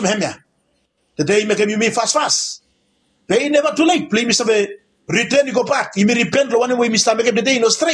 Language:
Bislama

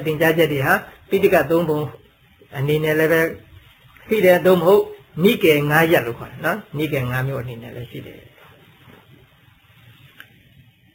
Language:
Burmese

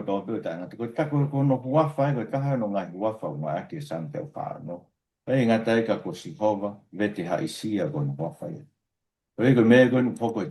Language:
Tongan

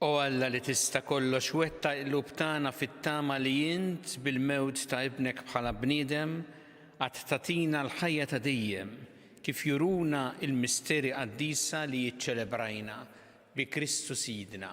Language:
Maltese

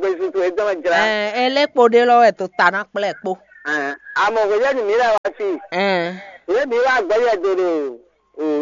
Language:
Fon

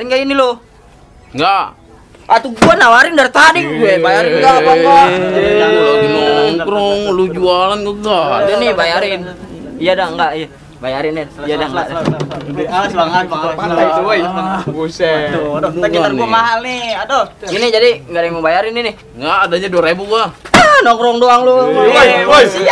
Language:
Betawi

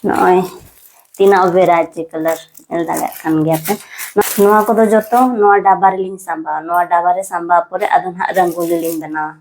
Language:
Santali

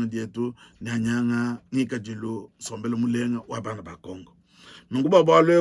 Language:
Luba-Lulua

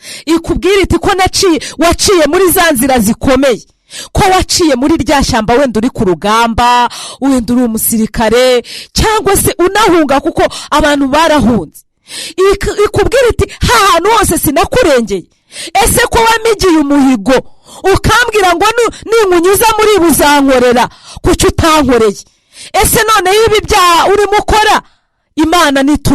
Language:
Kinyarwanda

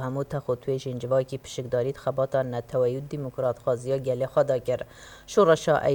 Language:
Kurdish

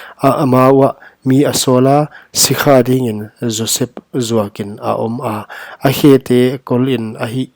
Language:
Paite Chin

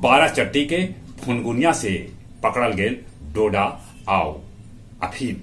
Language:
Magahi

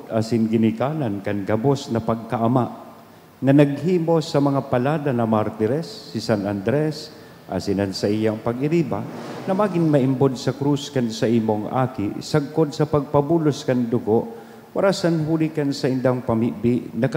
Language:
Bikol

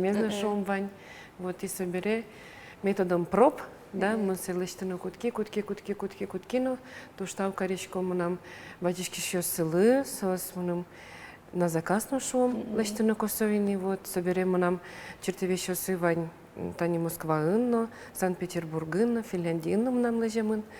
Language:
Udmurt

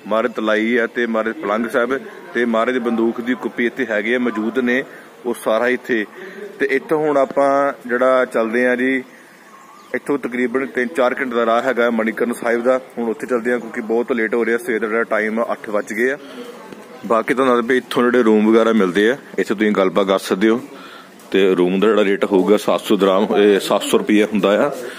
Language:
Punjabi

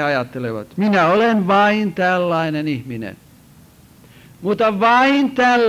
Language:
Finnish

